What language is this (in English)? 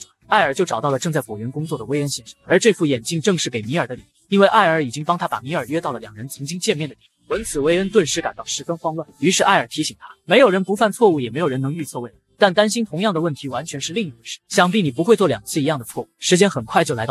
Chinese